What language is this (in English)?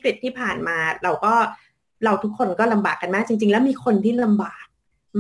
Thai